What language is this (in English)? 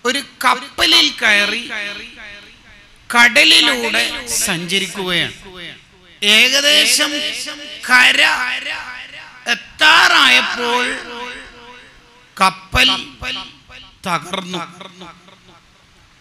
Malayalam